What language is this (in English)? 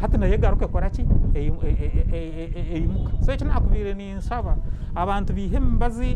Nyankole